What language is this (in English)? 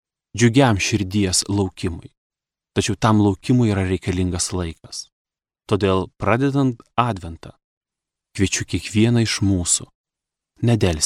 Lithuanian